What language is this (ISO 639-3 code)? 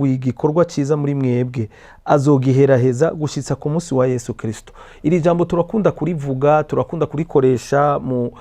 run